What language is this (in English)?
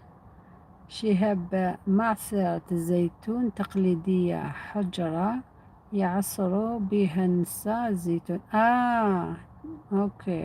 Algerian Arabic